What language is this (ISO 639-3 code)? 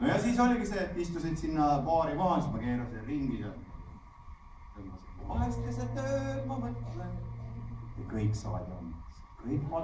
est